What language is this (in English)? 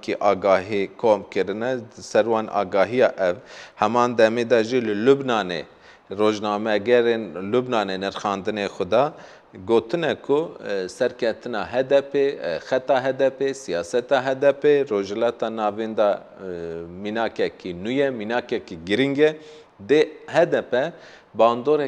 Kurdish